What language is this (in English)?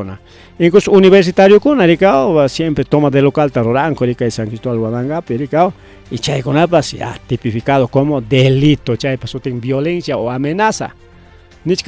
Ayacucho Quechua